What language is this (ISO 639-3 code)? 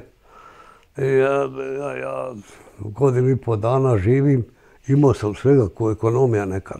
bos